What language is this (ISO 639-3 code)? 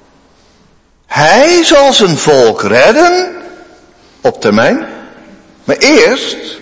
nld